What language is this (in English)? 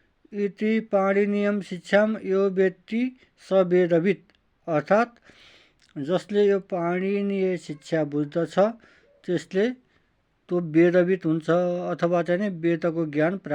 Nepali